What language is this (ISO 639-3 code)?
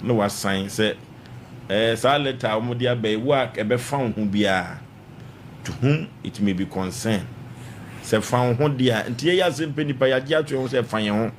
aka